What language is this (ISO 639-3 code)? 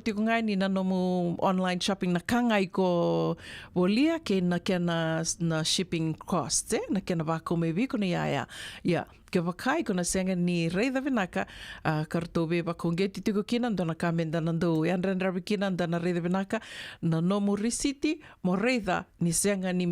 fij